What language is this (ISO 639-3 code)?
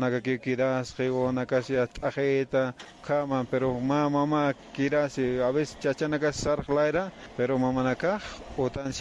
aym